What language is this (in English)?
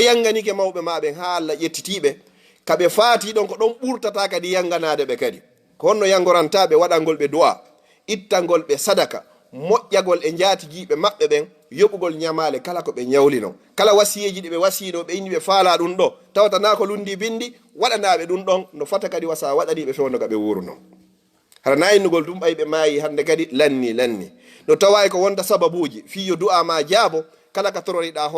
Fula